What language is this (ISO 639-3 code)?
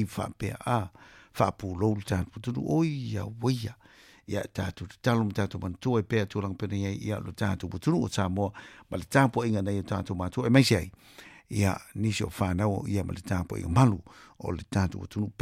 smo